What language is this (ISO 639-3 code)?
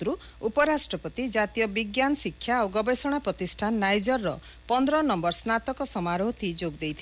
ori